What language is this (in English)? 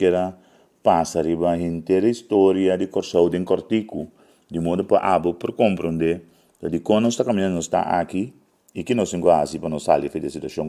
Papiamento